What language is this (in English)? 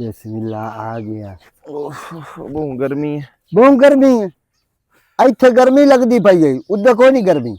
Western Panjabi